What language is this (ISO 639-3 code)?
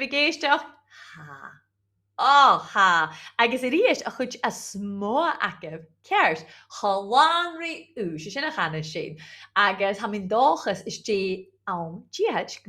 gla